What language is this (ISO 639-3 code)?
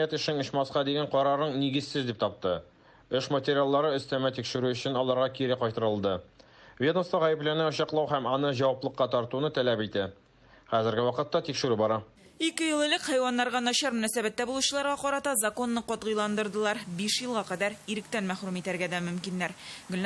tat